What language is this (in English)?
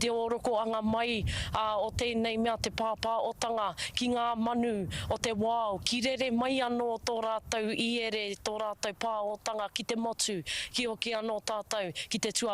Māori